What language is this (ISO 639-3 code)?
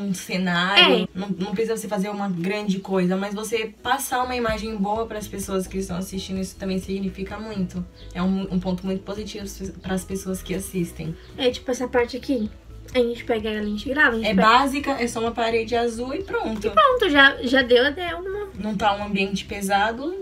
por